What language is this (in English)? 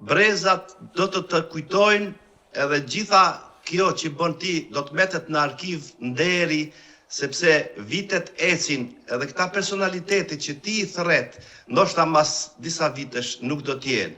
Albanian